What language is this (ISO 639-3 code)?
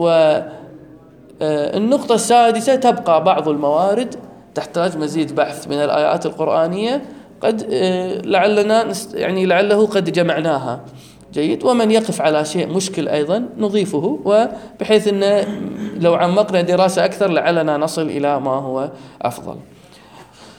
ara